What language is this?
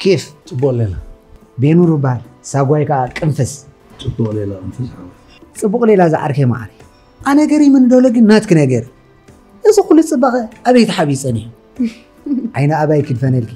Tigrinya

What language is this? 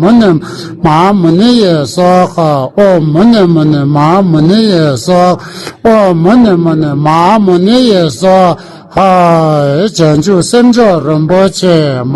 Tibetan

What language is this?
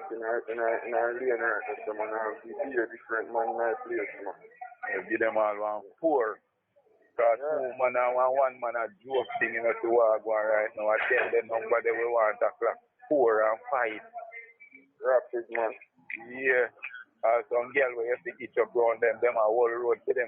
Jamaican Creole English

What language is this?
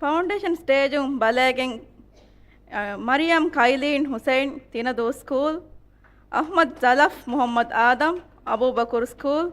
Divehi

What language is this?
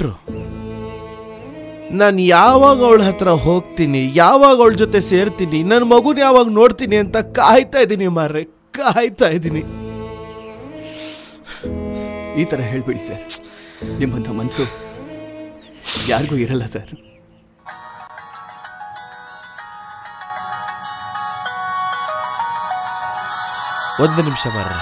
Kannada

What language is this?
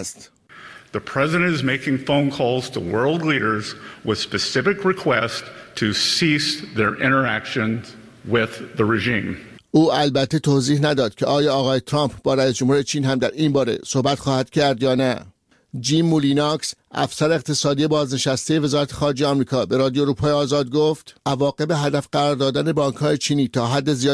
Persian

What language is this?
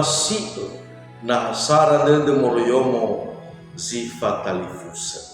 Nias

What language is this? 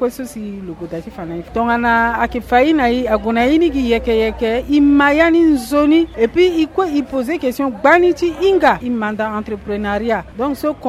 Sango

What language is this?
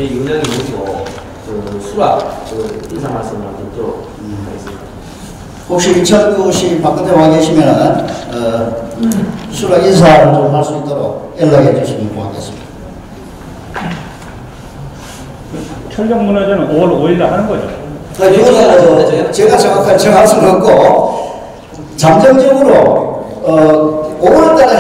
Korean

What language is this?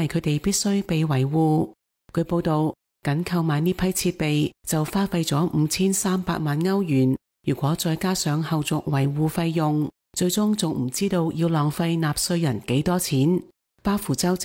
Cantonese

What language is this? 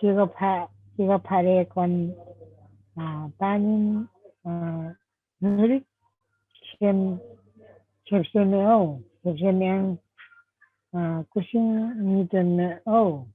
Limbu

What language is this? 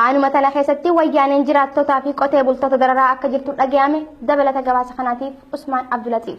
Oromo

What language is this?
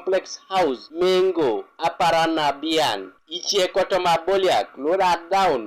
Teso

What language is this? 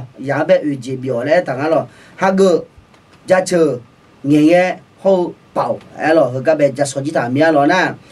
Akha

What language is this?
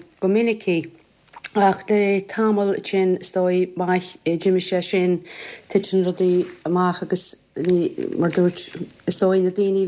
Irish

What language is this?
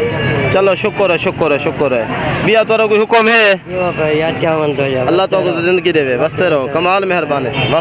Saraiki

